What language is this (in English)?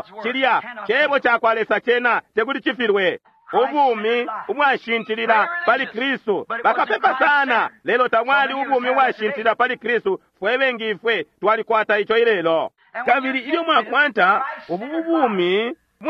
Bemba